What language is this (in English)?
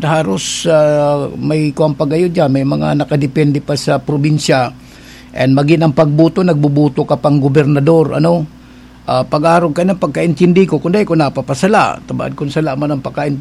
Bikol